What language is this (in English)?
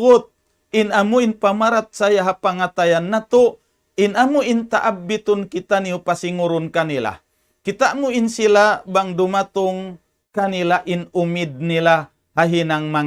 Tausug